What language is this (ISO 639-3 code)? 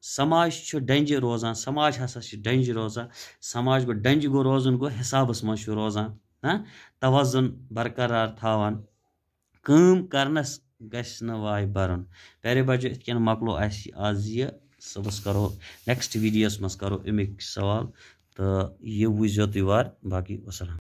kas